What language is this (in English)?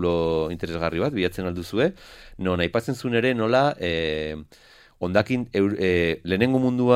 Basque